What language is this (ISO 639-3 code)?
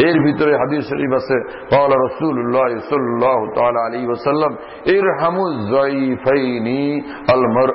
ben